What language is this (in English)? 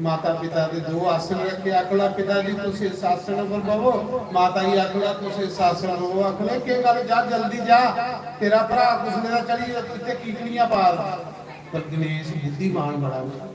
Dogri